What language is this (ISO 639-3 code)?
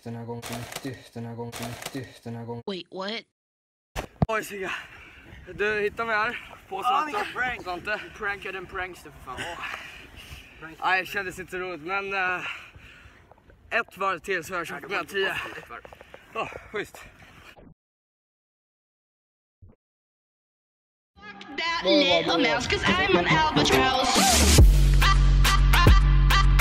swe